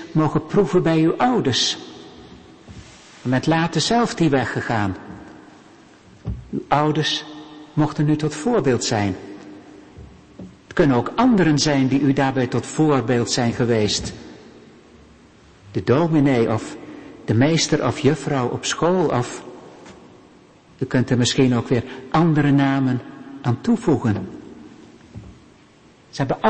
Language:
Dutch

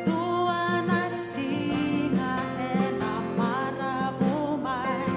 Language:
Fijian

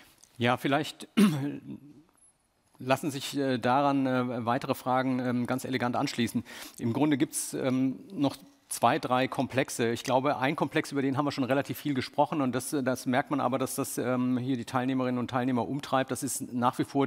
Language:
German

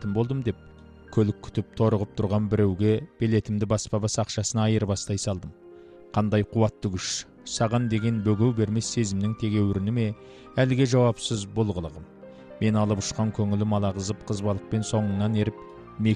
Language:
Kazakh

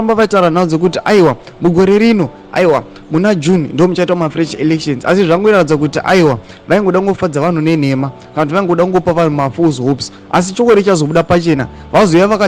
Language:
Shona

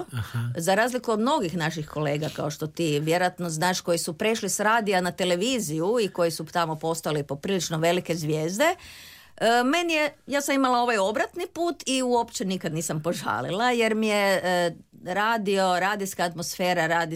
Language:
Croatian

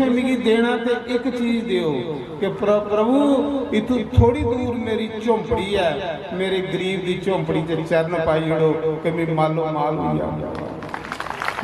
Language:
Dogri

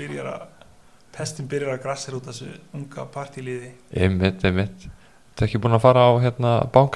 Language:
Icelandic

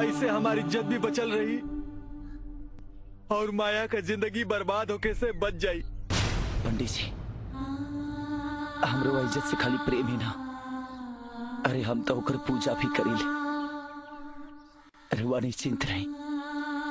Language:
Bhojpuri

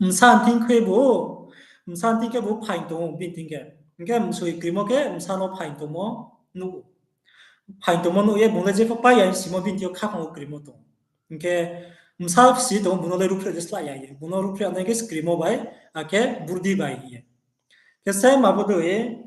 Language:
Riang (India)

